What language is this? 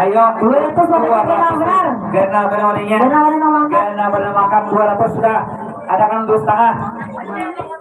Banjar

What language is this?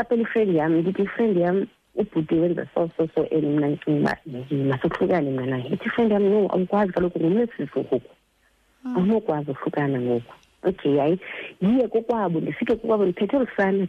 Xhosa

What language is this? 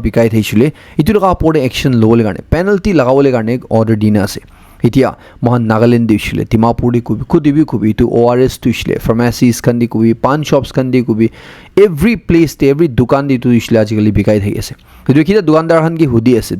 Naga Pidgin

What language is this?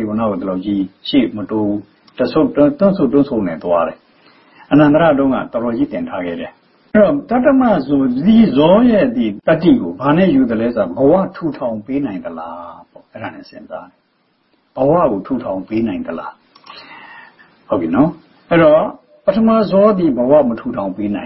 Burmese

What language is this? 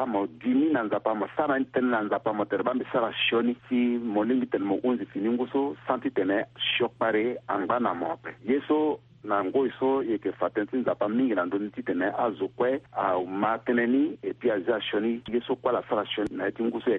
Sango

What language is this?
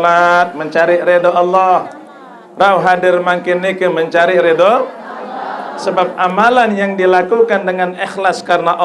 Sasak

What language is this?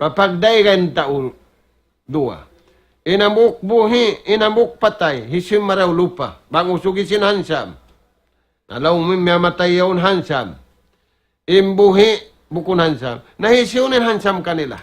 Tausug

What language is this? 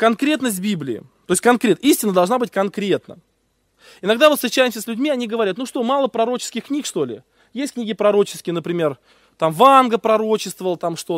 Russian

